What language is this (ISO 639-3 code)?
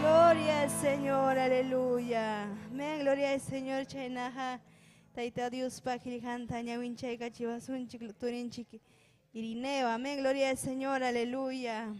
quy